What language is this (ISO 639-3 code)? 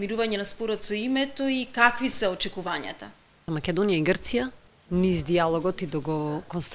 mkd